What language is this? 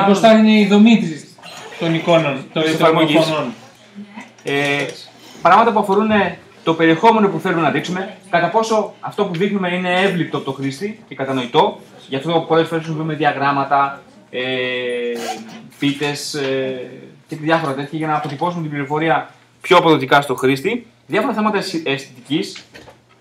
Greek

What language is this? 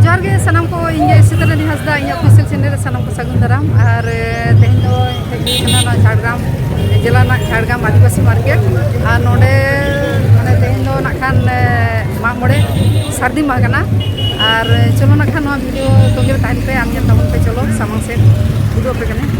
Santali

